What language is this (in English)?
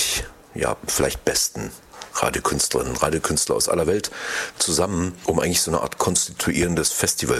German